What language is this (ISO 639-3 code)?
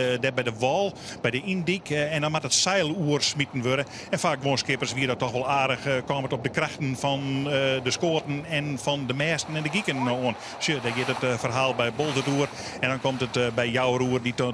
fry